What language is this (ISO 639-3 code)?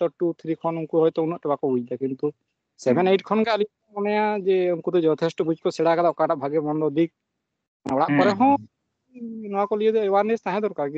sat